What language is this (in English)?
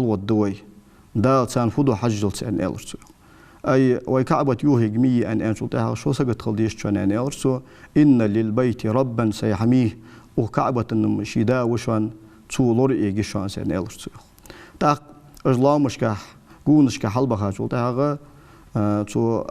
Ingush